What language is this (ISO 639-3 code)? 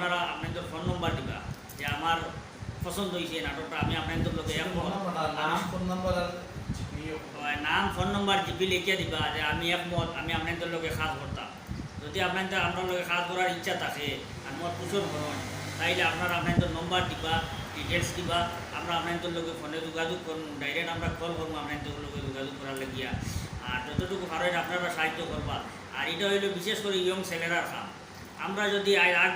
syl